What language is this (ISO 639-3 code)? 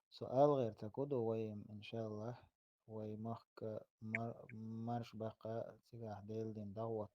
che